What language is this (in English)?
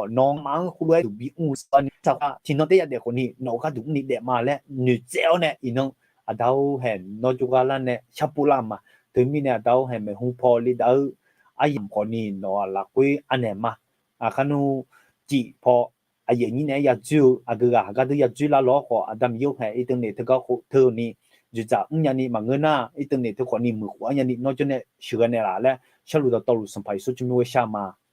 Akha